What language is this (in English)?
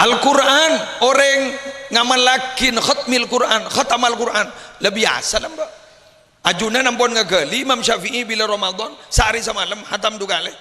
Madurese